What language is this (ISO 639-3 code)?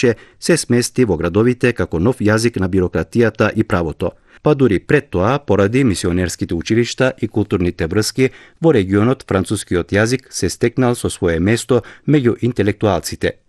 mkd